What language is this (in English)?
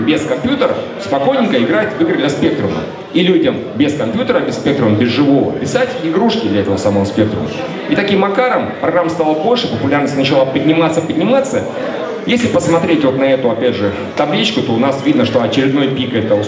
Russian